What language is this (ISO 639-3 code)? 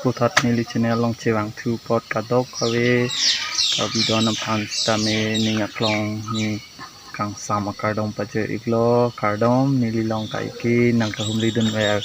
mjw